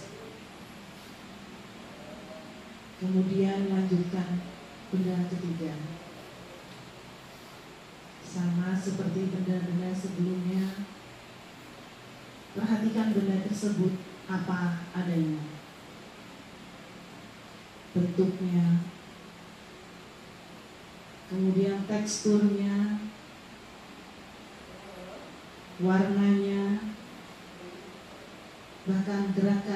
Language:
Indonesian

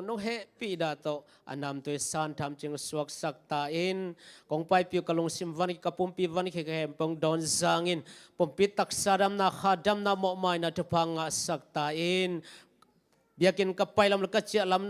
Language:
Tedim Chin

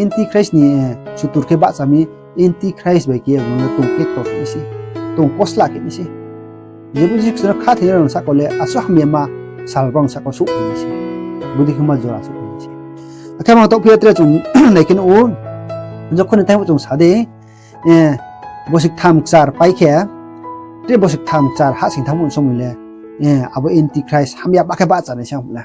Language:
Riang (India)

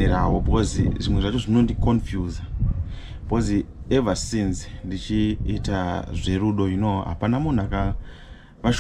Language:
Shona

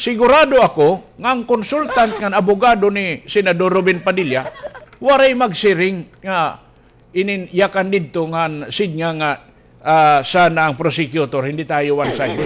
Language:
Waray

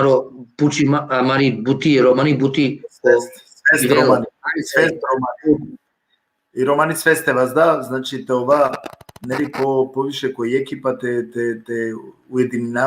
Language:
Balkan Romani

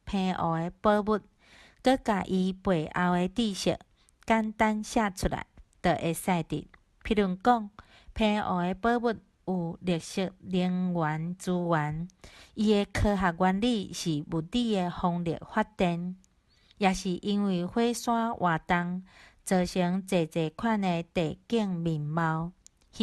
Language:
Min Nan Chinese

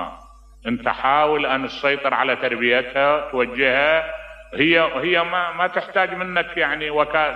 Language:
Mesopotamian Arabic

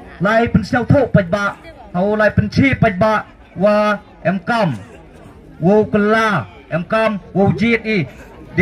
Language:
Khasi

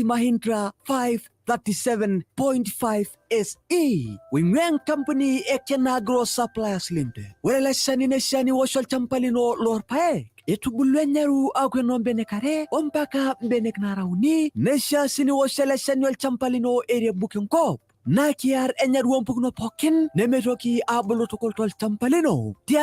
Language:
Masai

